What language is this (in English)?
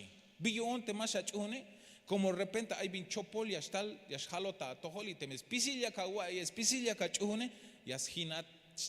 Tzeltal